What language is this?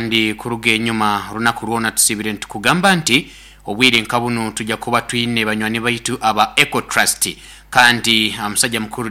Nyoro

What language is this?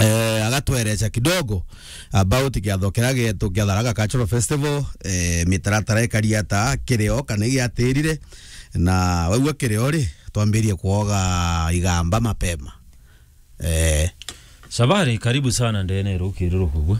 Meru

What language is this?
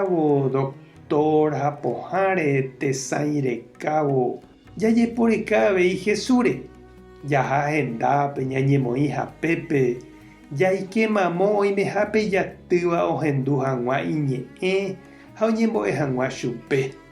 Guarani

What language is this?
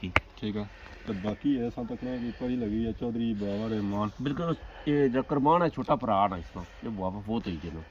Pahari-Potwari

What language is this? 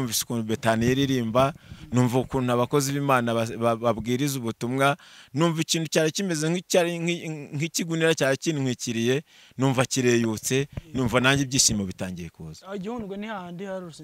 Kinyarwanda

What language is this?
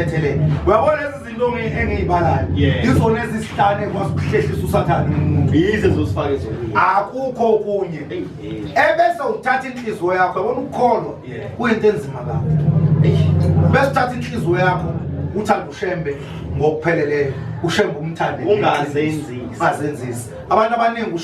Zulu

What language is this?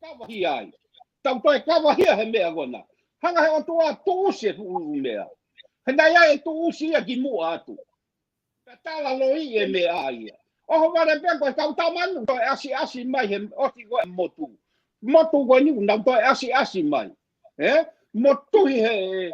Tongan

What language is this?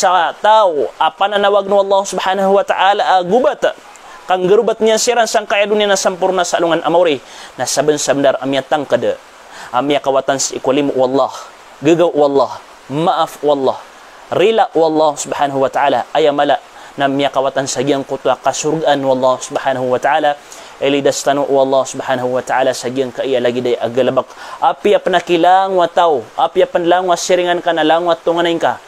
Maranao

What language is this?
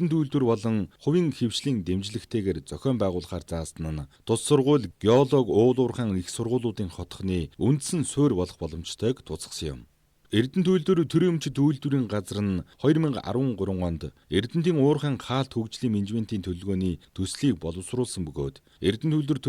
Mongolian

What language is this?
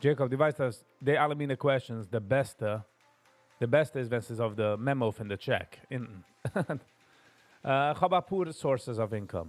Yiddish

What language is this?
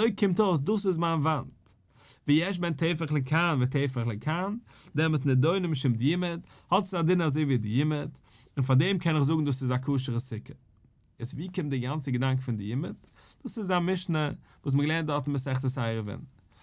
Yiddish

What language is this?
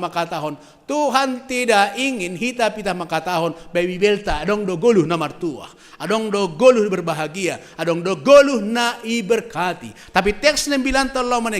Batak Simalungun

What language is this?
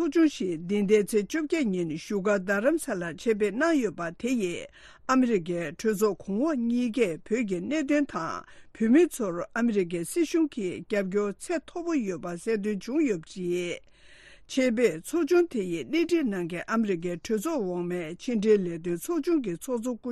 Tibetan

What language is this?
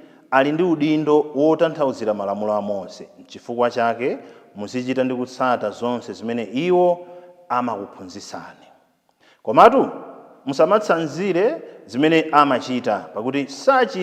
Nyanja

